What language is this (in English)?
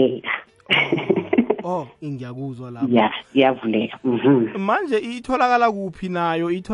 South Ndebele